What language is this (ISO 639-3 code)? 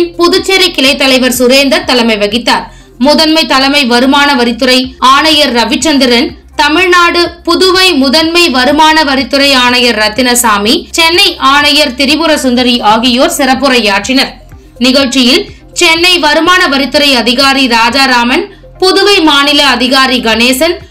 tam